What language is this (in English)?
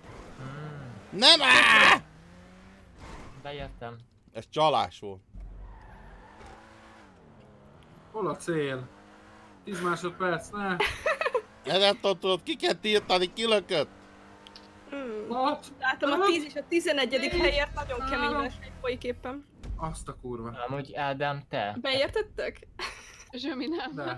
Hungarian